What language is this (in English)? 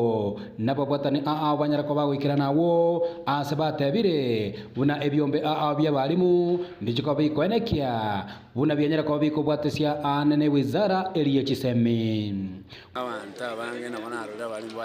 Gusii